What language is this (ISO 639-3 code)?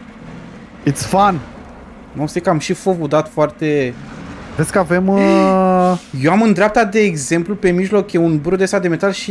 ron